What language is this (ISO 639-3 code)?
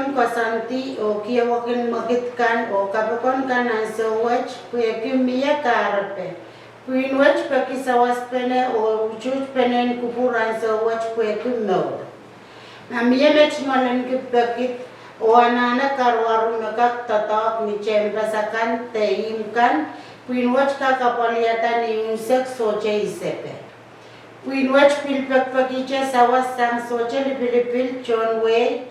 pon